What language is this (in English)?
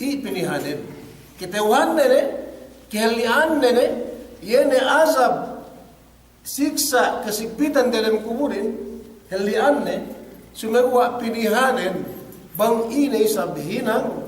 Yakan